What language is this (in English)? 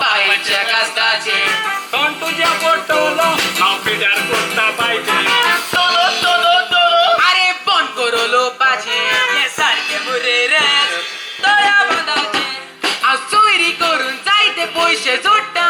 Konkani